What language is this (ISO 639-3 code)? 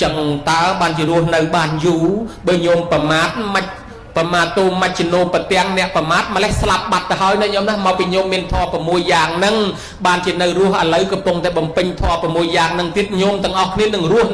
khm